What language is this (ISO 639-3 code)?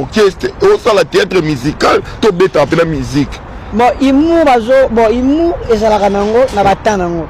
lin